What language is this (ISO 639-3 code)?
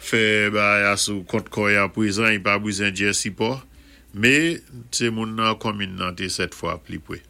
acf